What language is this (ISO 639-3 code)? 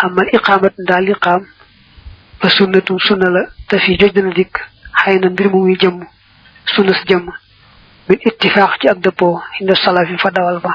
wol